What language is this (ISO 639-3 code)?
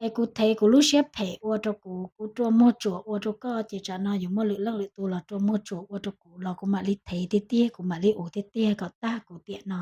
hmn